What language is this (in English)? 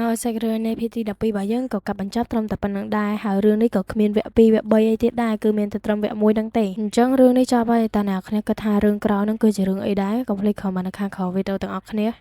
Khmer